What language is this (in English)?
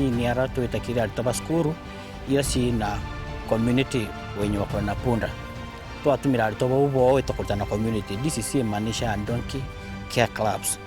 Meru